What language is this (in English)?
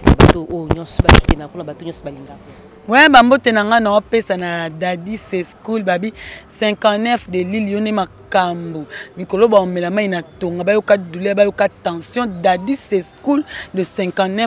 Lingala